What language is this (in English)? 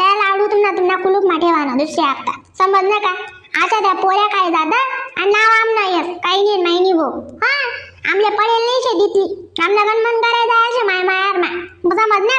Khandesi